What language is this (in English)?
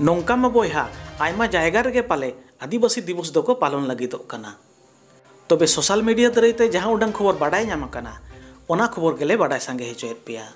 Santali